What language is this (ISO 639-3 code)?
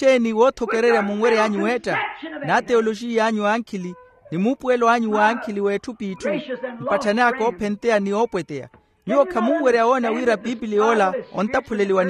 vmw